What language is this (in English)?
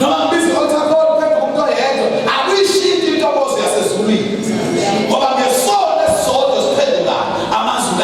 Zulu